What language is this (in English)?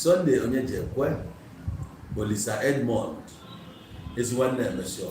Igbo